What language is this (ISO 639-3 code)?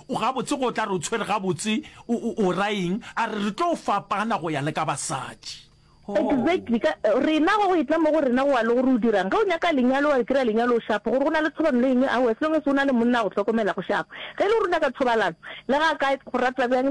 nso